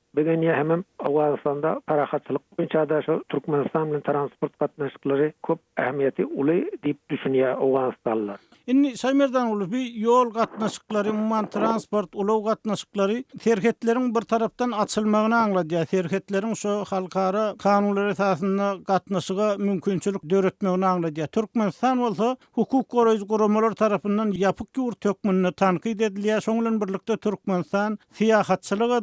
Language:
Turkmen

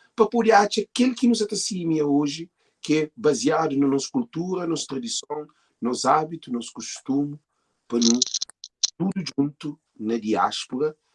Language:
Kabuverdianu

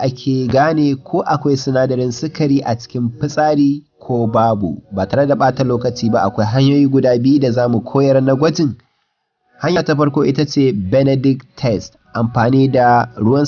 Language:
Hausa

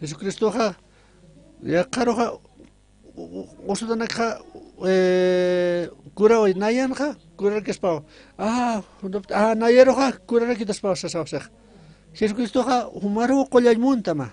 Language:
Aymara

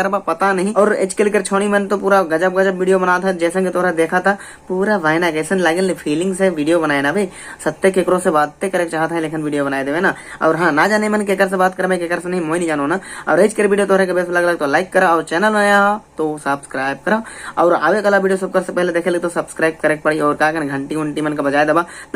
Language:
Sadri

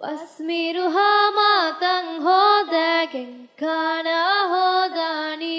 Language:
Divehi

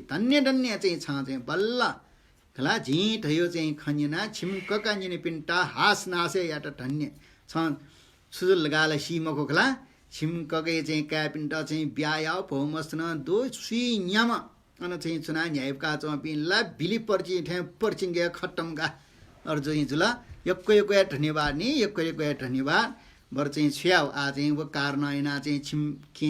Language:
Newari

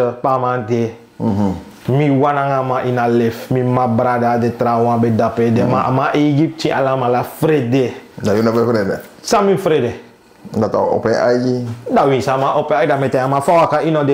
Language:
Sranan Tongo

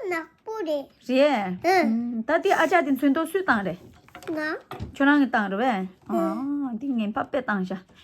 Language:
Tibetan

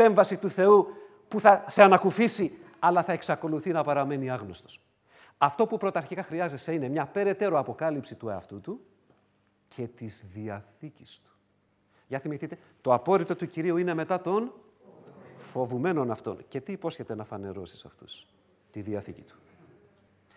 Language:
Greek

